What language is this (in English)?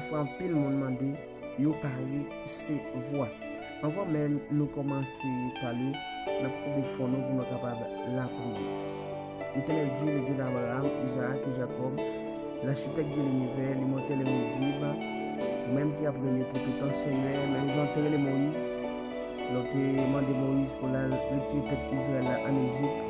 Haitian Creole